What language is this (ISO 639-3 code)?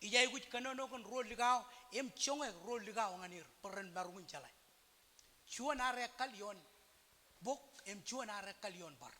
mah